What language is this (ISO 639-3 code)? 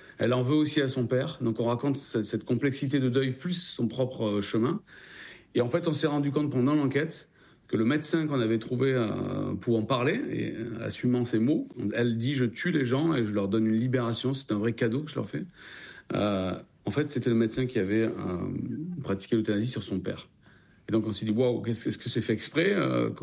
fra